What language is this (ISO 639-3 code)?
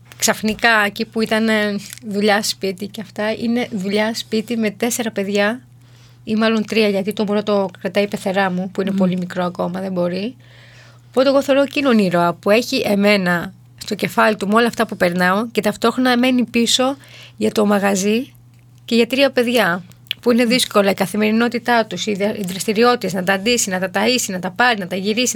ell